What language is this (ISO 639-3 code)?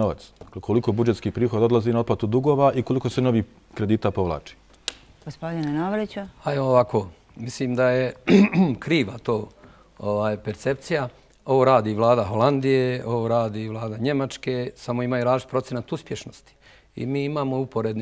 bos